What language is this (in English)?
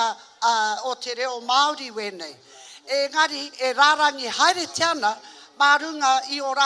Māori